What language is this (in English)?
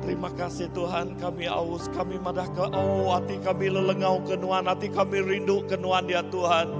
Iban